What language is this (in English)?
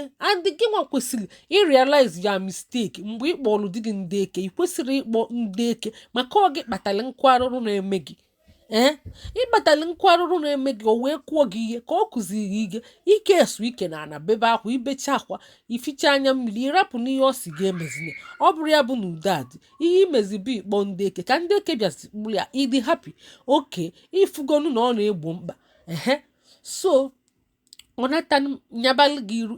Igbo